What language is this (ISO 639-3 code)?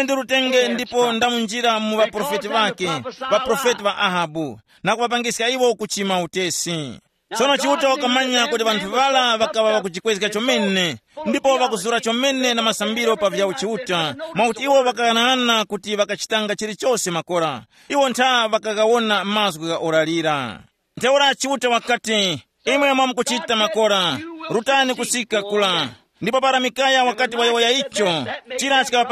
tum